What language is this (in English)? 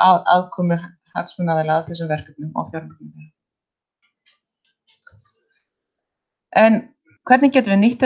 Icelandic